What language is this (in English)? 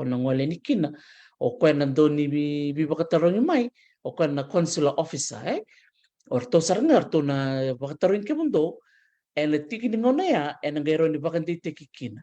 Fijian